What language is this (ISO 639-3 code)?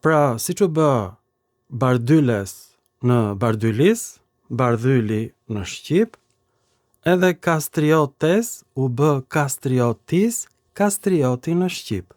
sqi